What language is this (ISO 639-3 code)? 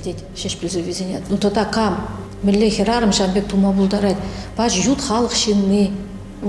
chv